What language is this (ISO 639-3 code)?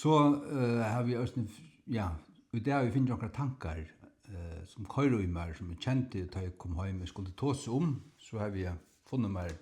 fao